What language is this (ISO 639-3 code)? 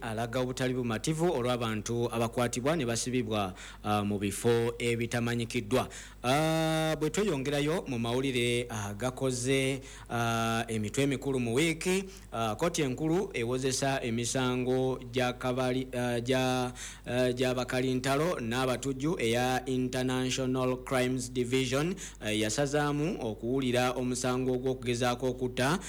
lug